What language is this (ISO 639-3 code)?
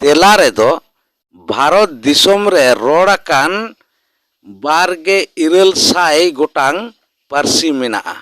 sat